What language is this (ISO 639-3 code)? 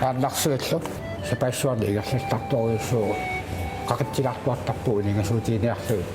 kal